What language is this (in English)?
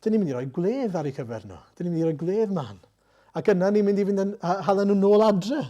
Welsh